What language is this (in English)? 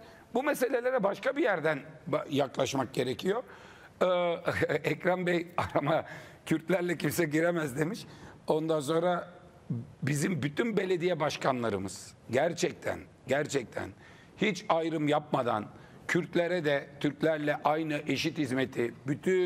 Turkish